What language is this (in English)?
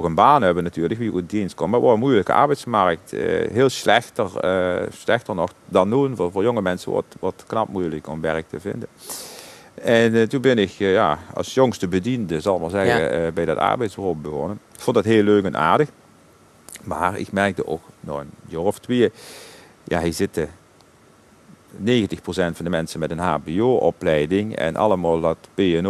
Dutch